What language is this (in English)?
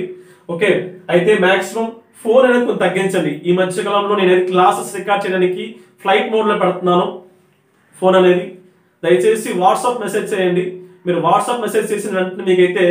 Telugu